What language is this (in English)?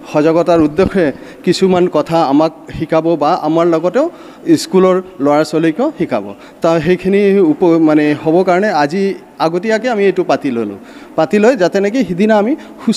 Assamese